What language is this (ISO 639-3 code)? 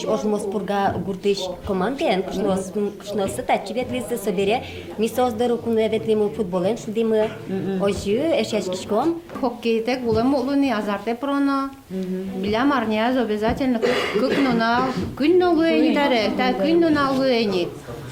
udm